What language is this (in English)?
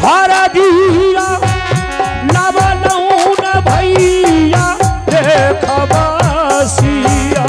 Angika